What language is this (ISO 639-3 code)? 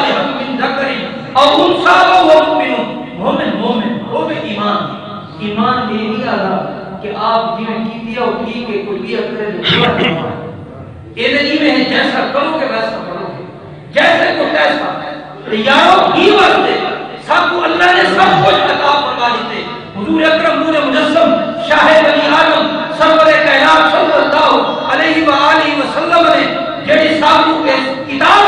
skr